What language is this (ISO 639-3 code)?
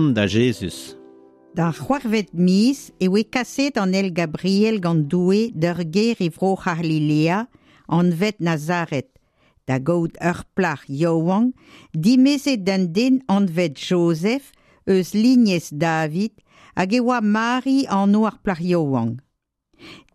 bre